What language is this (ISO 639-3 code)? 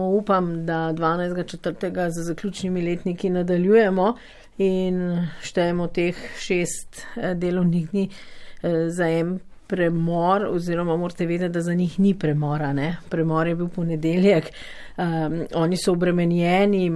slv